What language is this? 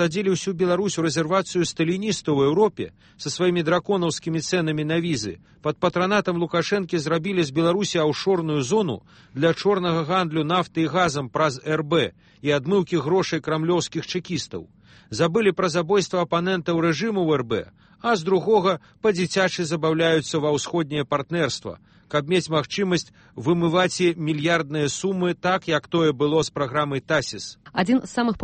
Belarusian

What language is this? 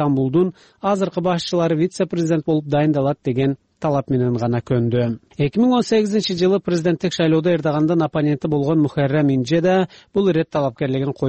Kyrgyz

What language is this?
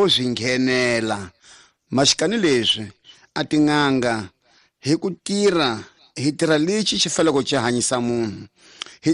Tsonga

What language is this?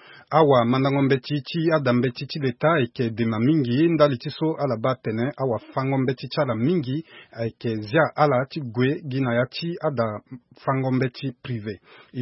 Sango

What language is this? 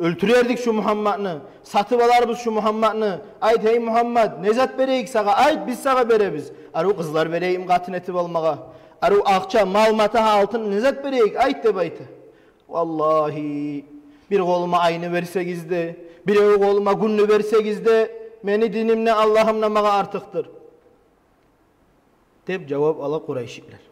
Kumyk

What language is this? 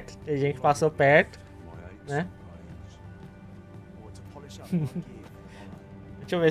Portuguese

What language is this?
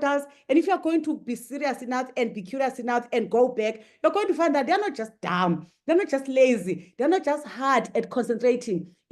English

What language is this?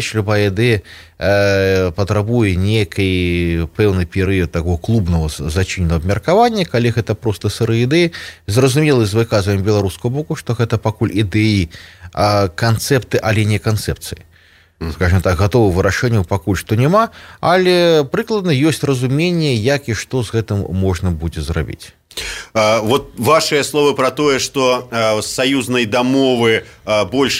Belarusian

